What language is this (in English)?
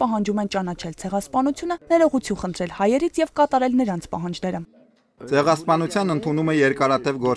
Armenian